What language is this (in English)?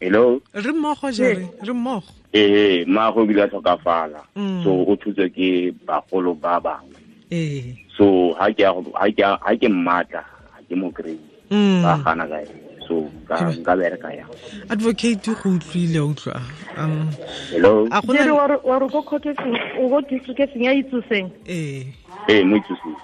Tswana